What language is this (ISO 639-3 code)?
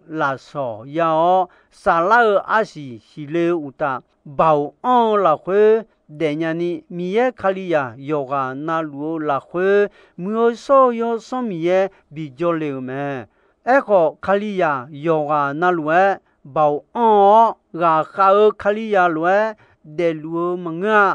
ahk